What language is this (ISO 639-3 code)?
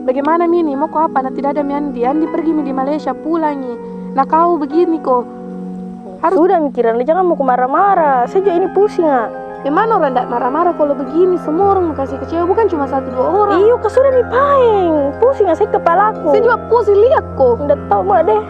mfp